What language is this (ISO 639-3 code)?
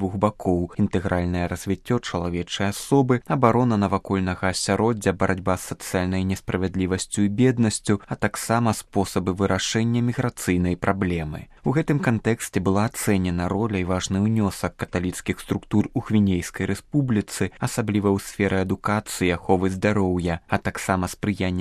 bel